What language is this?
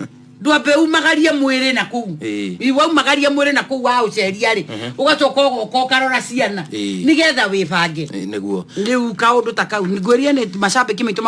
Kikuyu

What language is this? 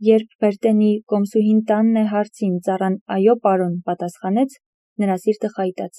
Armenian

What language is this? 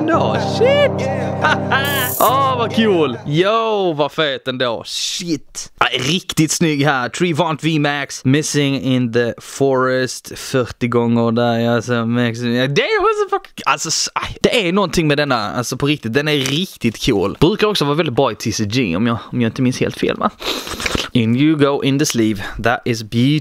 Swedish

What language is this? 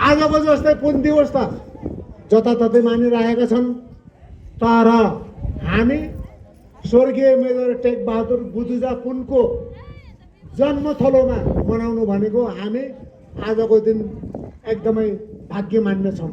Nepali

